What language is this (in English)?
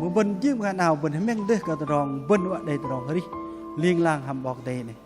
Bahnar